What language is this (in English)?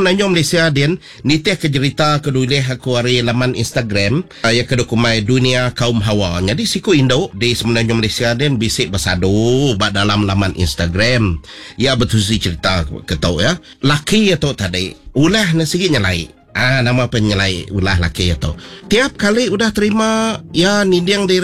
Iban